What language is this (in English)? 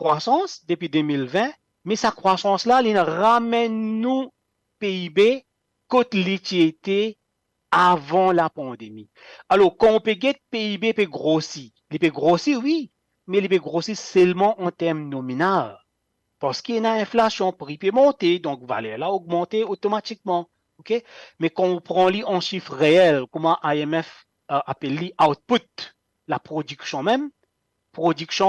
Morisyen